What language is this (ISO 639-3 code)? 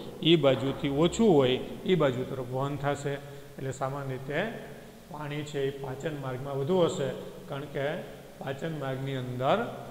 guj